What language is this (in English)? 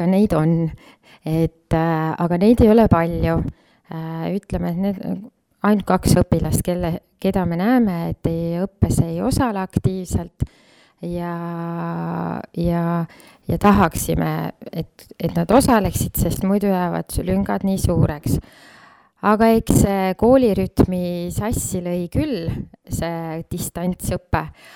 Estonian